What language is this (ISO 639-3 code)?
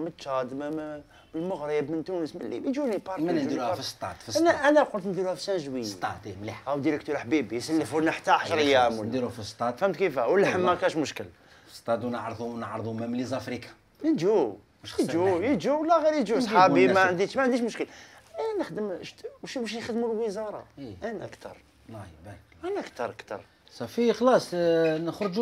arq